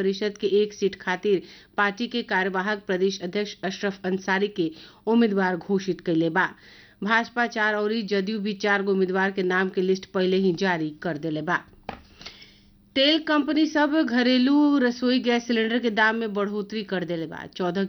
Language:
Bhojpuri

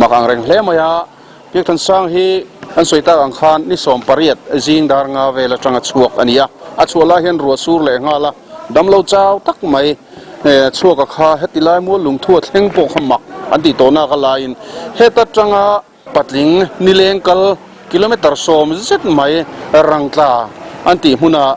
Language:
Mizo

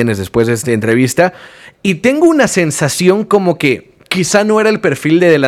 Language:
Spanish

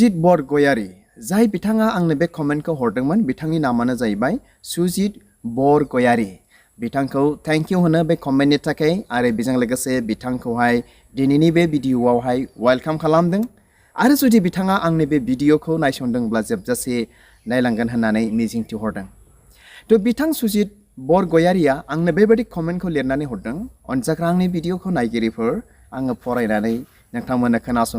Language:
Bodo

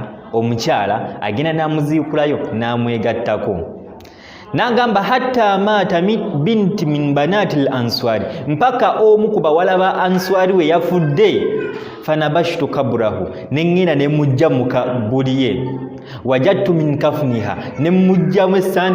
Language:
Ganda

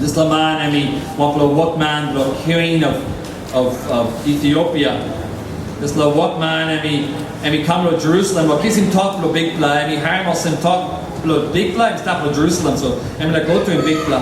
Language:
Tok Pisin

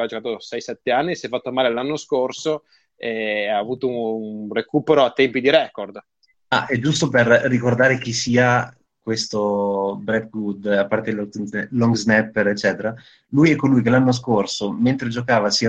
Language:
Italian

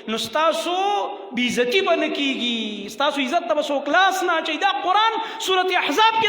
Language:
Pashto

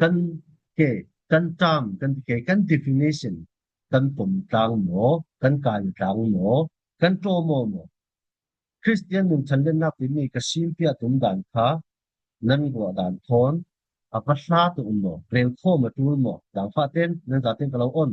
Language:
Falam Chin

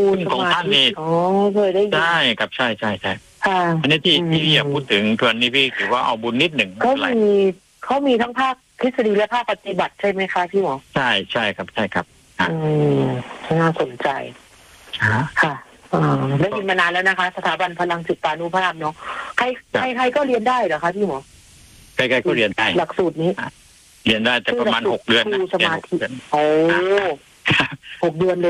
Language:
Thai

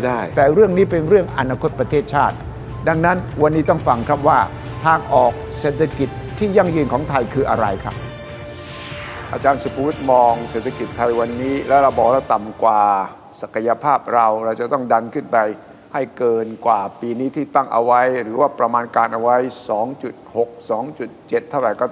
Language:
Thai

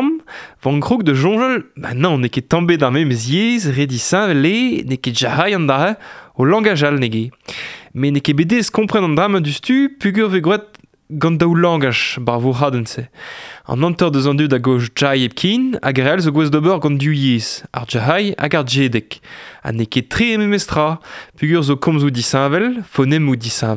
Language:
Breton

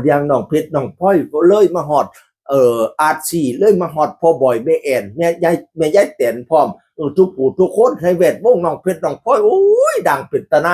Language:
Northeastern Thai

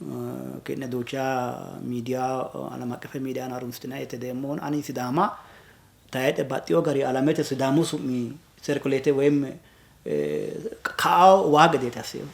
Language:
Sidamo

